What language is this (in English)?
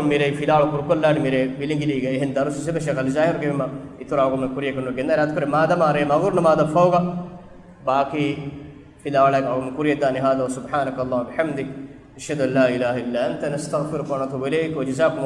Divehi